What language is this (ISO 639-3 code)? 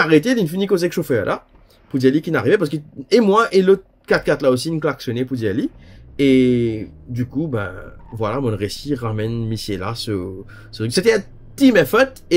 mfe